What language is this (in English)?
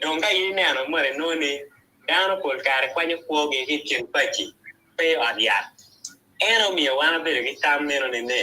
Acoli